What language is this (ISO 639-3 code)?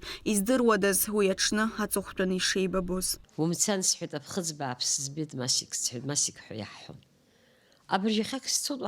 abk